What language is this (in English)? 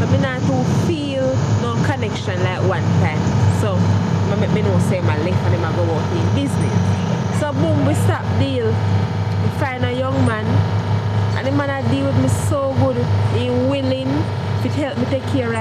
Jamaican Creole English